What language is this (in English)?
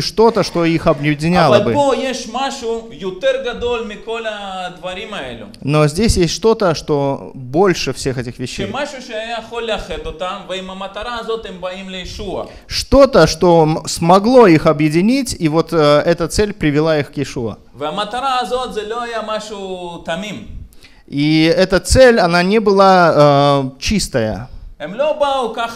Russian